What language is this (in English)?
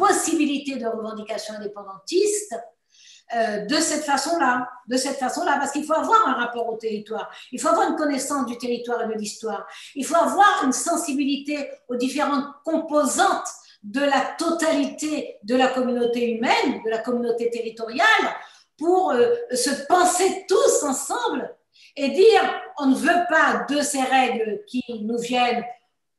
French